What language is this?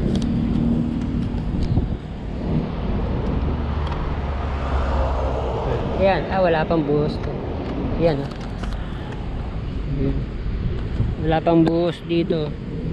Filipino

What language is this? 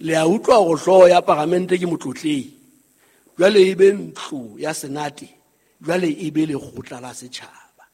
Southern Sotho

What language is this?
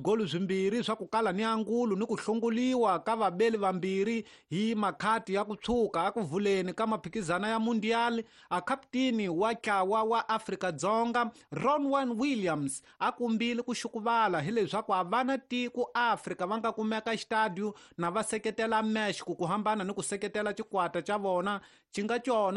Tsonga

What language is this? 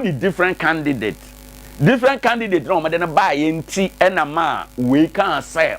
Akan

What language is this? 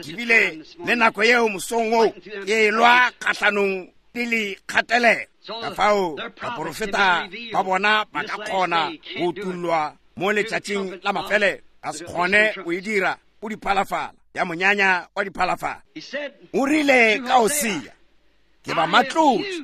Northern Sotho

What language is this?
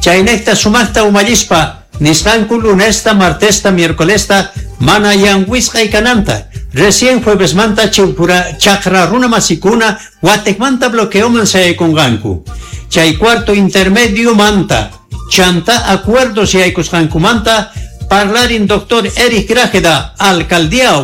South Bolivian Quechua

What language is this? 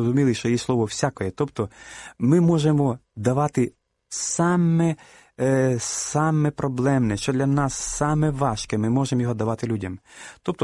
Ukrainian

